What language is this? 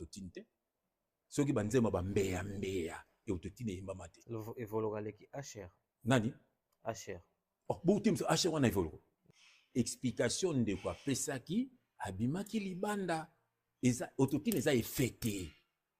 Lingala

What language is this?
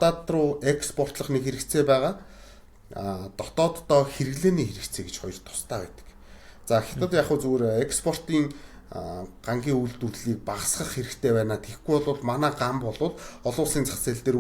Mongolian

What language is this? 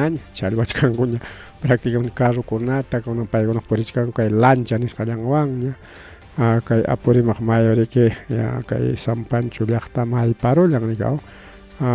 Ayacucho Quechua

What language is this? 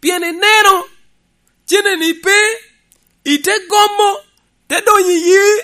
Lango (Uganda)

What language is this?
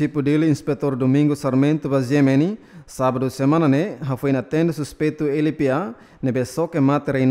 Tetum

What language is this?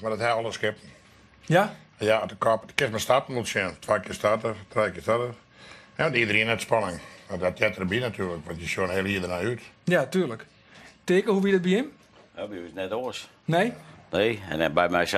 Western Frisian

